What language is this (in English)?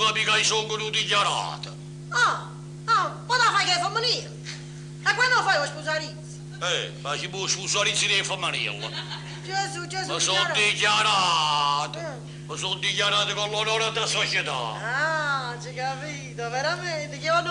Neapolitan